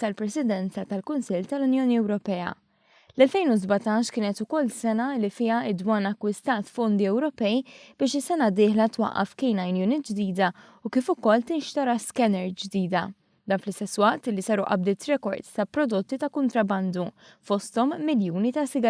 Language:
Maltese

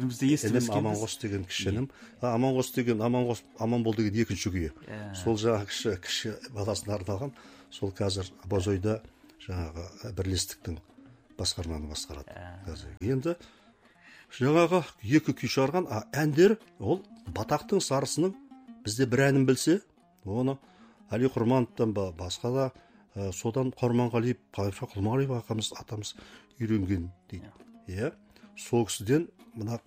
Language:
Kazakh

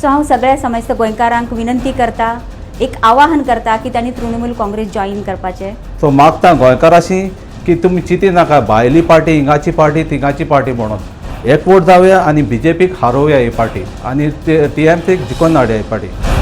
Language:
Konkani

